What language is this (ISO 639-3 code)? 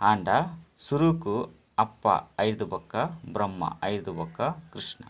tcy